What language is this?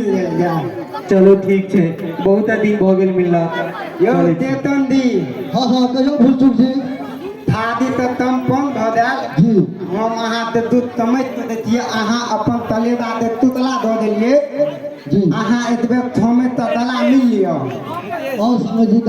Maithili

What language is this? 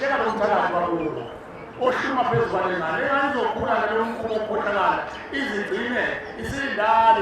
Zulu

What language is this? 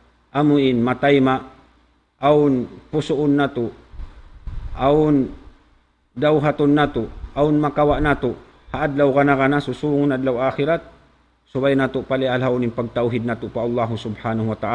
Tausug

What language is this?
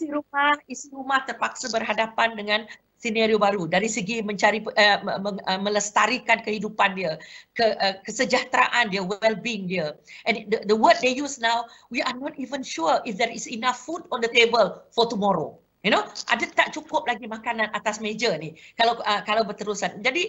Malay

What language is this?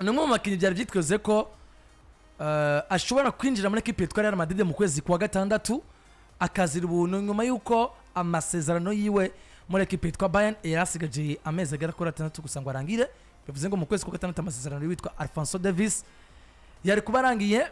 Rundi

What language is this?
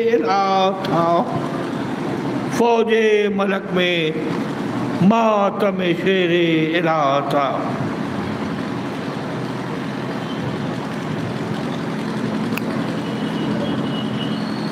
Urdu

